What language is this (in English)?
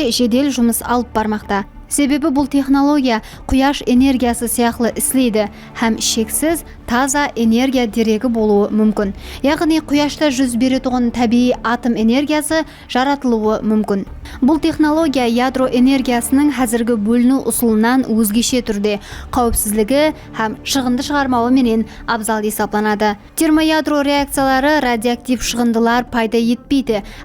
Kara-Kalpak